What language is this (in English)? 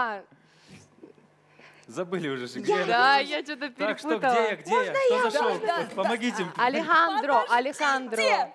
Russian